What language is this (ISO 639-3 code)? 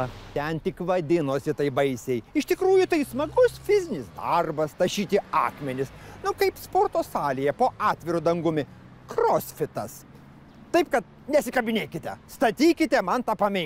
lit